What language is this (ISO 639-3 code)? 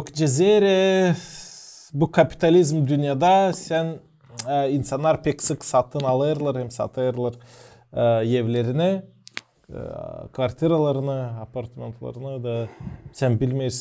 gag